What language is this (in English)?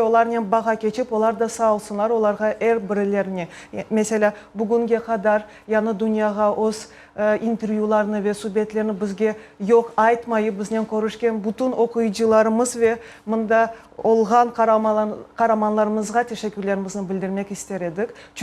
Crimean Tatar